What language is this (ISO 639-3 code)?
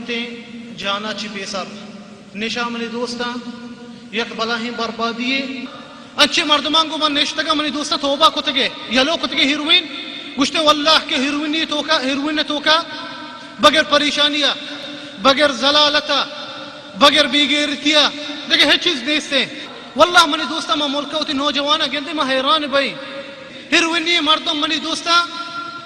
bal